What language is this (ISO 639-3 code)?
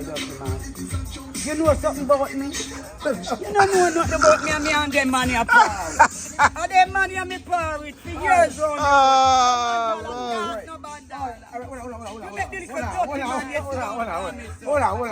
jam